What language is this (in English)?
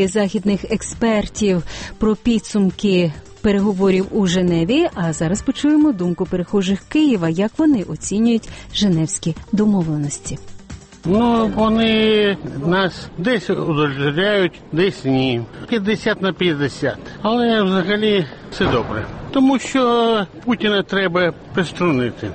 Ukrainian